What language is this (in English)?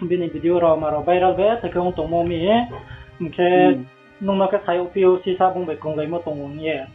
Riang (India)